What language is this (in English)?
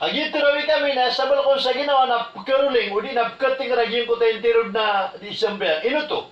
Maranao